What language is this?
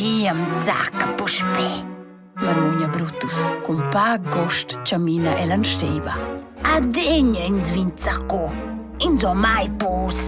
Romansh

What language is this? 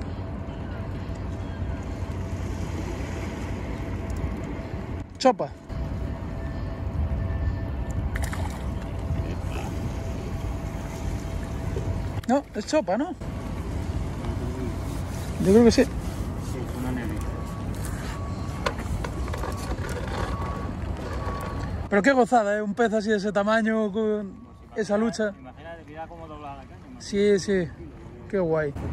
Spanish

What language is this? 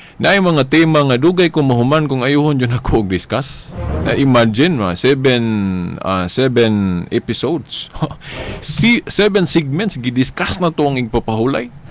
Cebuano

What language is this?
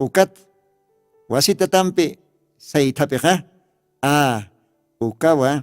Aymara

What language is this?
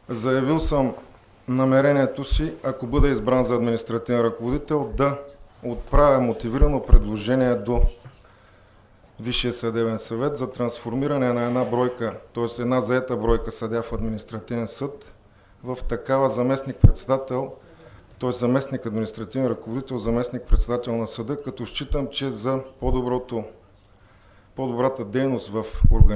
Bulgarian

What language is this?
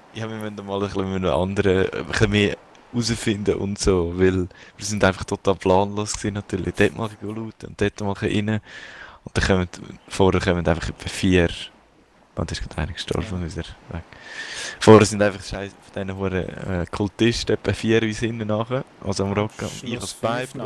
Swiss German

